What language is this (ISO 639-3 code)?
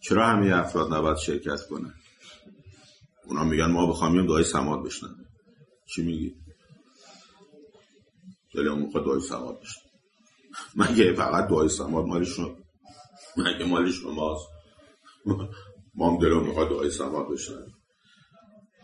fas